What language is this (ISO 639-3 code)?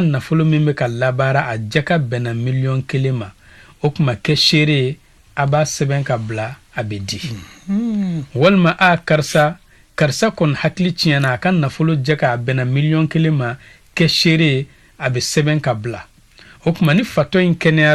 bam